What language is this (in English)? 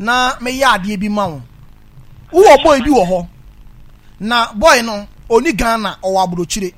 Akan